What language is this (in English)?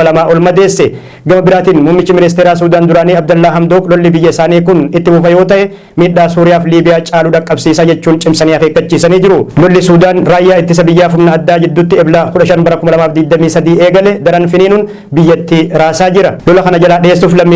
Oromo